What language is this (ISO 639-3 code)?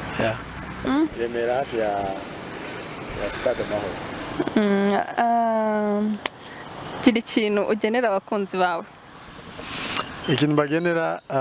kin